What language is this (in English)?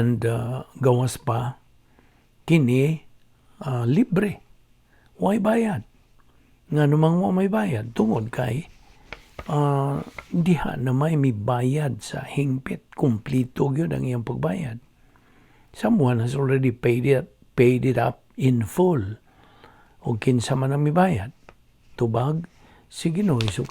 Cebuano